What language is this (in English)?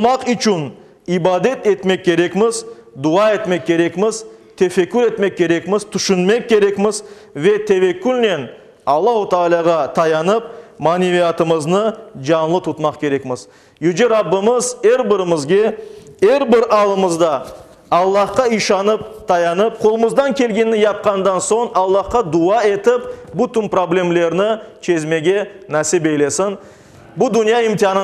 Crimean Tatar